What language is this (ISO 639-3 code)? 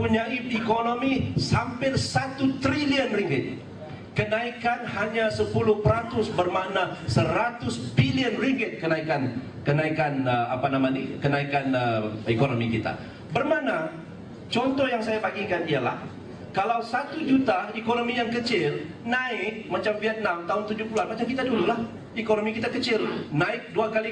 msa